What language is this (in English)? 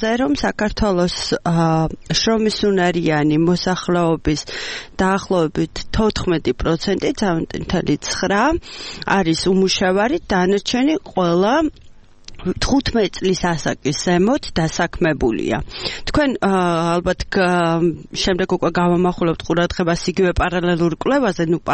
Georgian